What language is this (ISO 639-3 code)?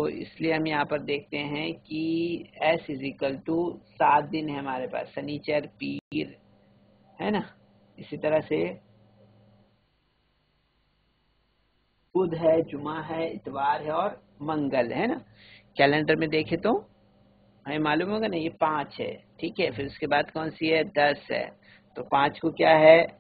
urd